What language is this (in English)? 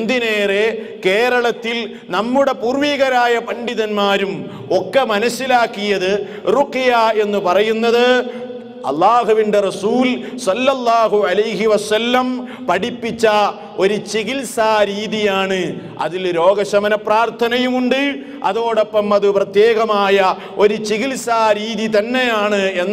Malayalam